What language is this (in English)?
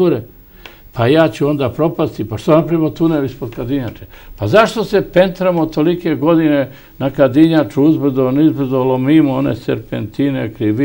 Serbian